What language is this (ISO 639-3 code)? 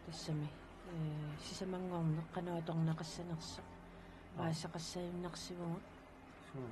kal